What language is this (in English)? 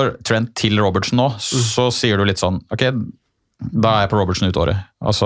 Norwegian